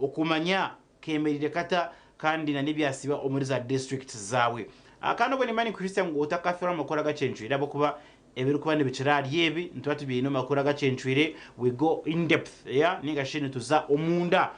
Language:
Nyankole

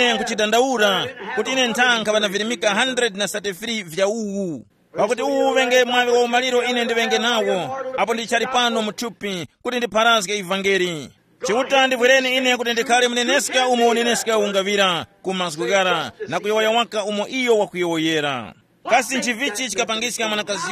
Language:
Tumbuka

